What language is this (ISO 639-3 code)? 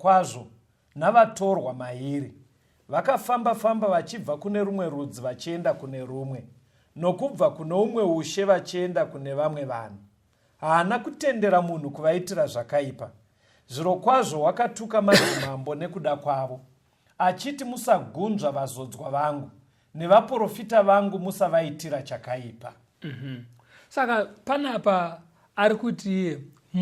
sna